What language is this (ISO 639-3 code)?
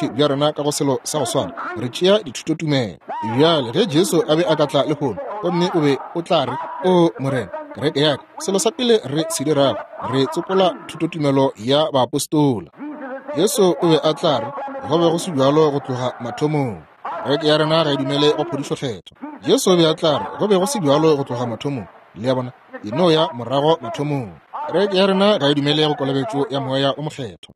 nso